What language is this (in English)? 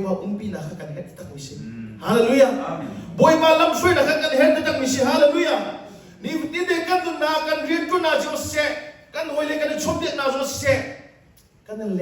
Hakha Chin